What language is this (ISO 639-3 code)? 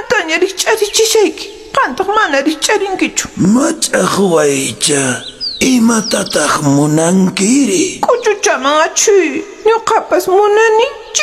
que